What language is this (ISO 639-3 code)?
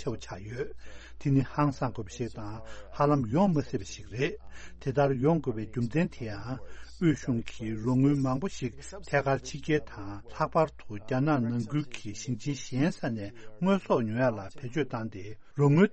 bod